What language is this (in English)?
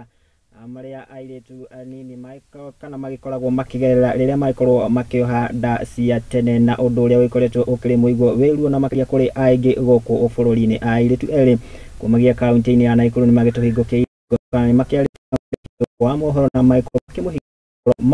Kikuyu